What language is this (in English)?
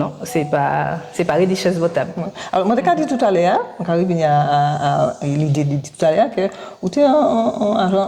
Guadeloupean Creole French